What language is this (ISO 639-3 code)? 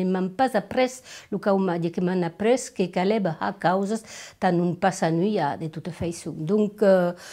oci